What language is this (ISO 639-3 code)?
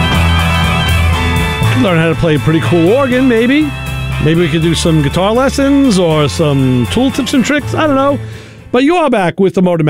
eng